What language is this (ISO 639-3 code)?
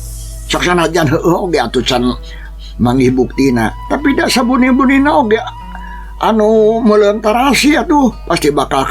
sun